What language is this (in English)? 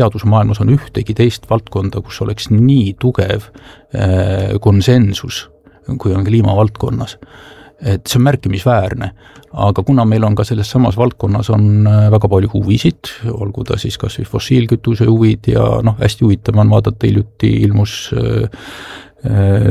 Estonian